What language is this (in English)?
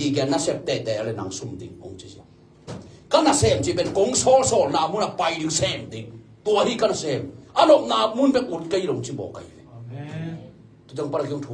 Tedim Chin